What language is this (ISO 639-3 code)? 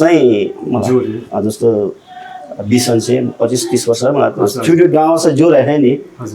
new